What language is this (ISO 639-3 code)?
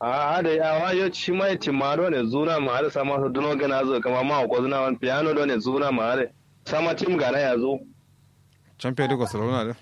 kau